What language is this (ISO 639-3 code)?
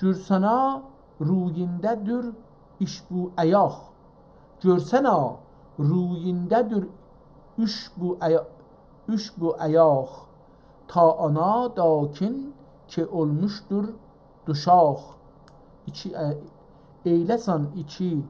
azb